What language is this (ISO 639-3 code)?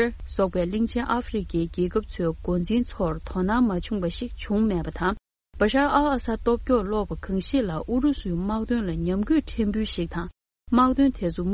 bod